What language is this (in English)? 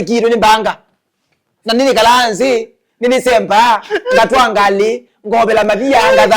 Kamba